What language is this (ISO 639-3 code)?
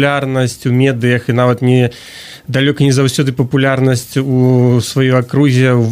bel